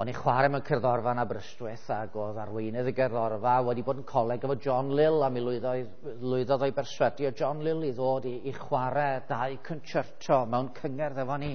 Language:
Welsh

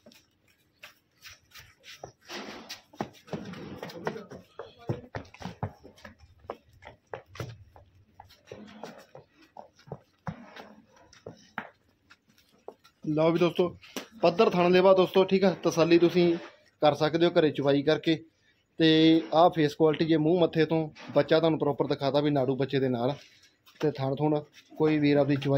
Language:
Punjabi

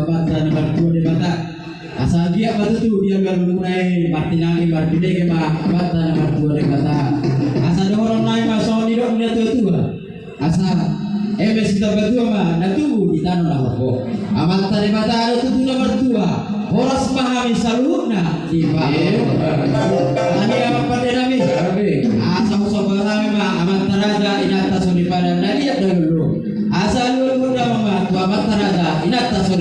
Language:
Batak Toba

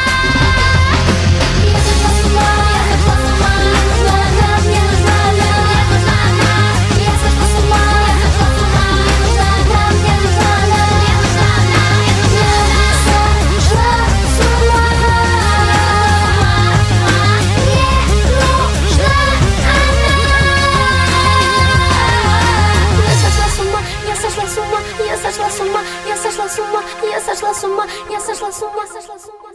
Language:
Russian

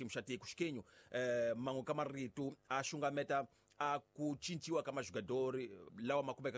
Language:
Tsonga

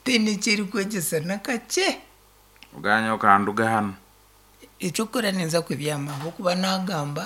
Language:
Nyankole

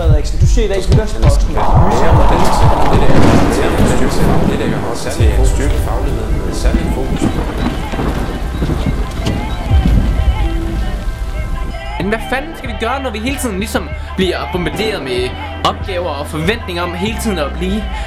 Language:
Danish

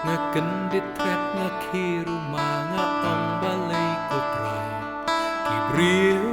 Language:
Khasi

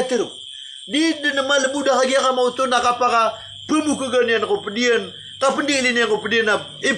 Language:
Maranao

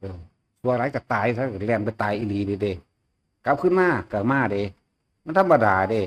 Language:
Northeastern Thai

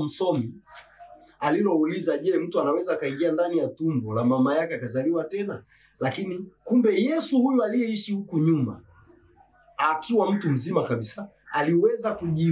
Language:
Swahili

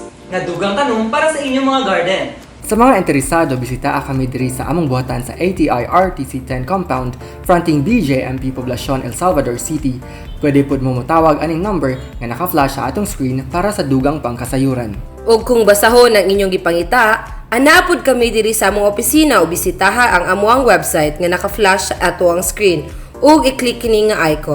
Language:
Cebuano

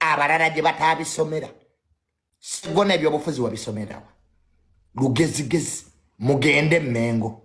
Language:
Ganda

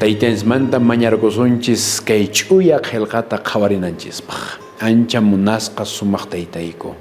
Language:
Quechua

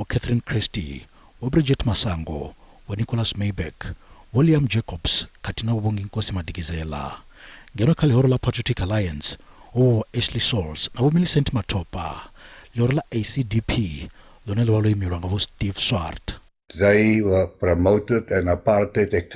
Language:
Venda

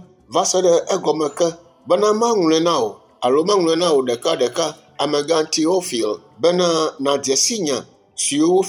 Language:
Ewe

